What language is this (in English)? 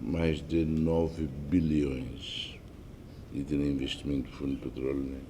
Tetum